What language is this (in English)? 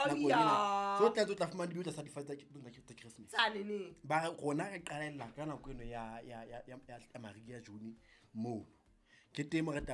Southern Sotho